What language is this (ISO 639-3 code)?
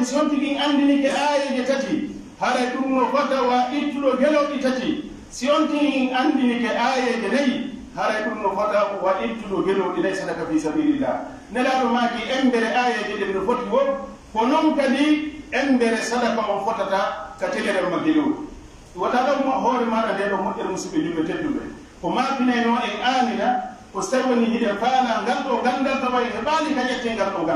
fuf